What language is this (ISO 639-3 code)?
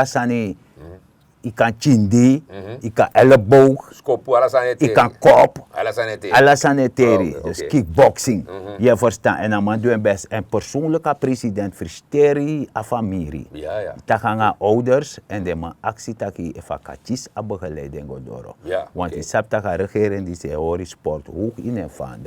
srn